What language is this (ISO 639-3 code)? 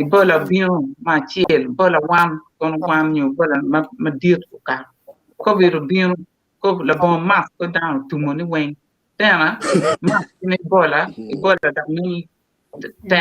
ach